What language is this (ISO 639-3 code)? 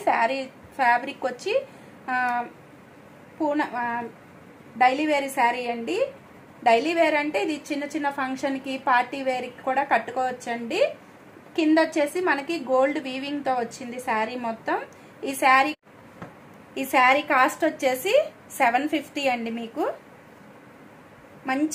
tel